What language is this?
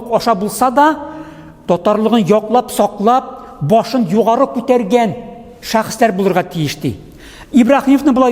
Tatar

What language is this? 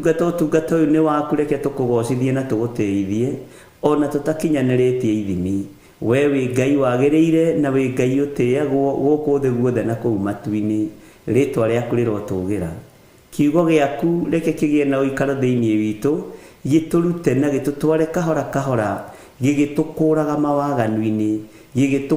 Kikuyu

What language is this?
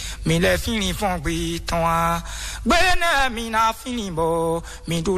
Fon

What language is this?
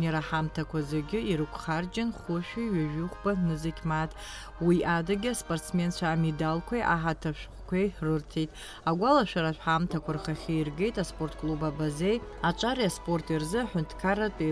Abkhazian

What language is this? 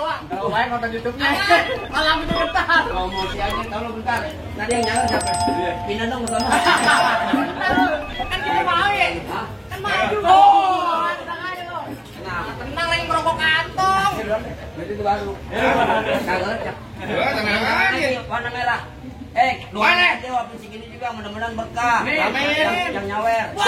Betawi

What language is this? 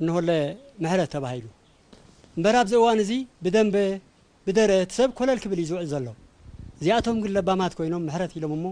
Tigrinya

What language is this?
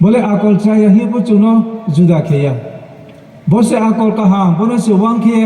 Riang (India)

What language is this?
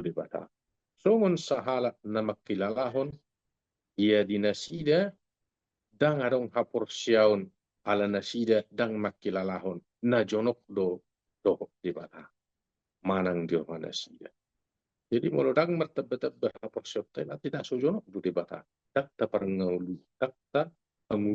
Batak Toba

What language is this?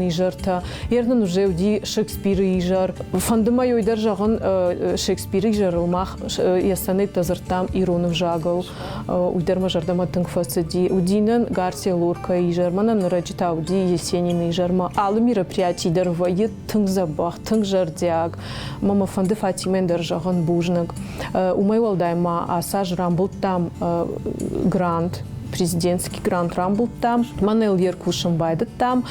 Ossetic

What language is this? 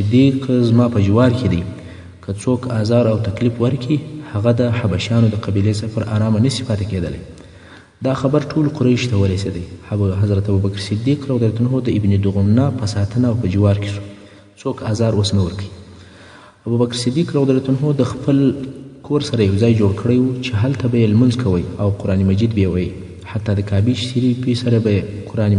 Pashto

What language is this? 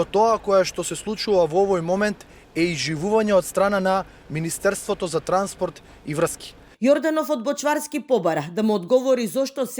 Macedonian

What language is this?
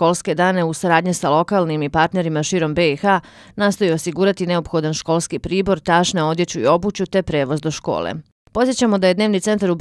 Bosnian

